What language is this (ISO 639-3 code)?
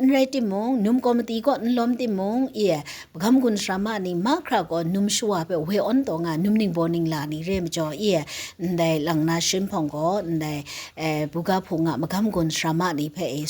kac